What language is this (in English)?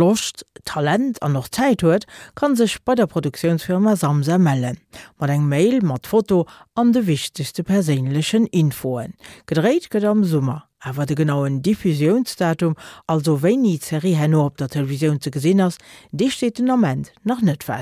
Luxembourgish